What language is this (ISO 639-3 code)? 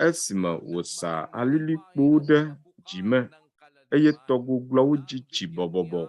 ewe